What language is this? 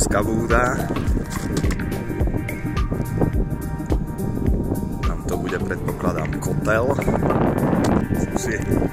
Slovak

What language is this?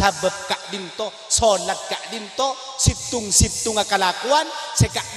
Madurese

